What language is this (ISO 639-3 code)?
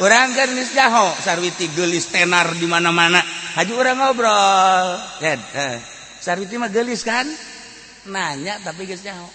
sun